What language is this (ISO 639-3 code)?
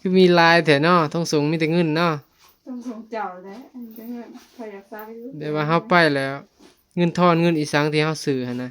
tts